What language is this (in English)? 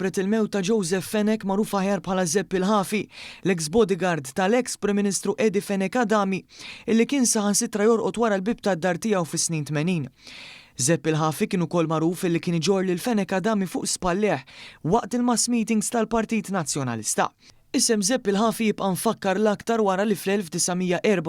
Maltese